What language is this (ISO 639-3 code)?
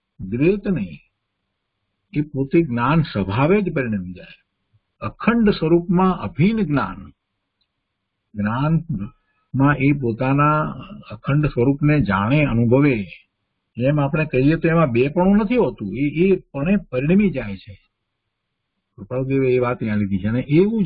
guj